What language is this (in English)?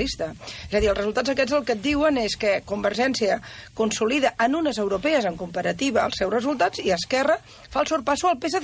Catalan